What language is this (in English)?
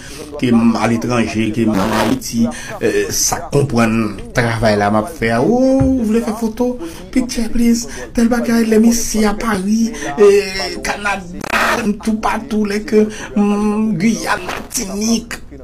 Haitian Creole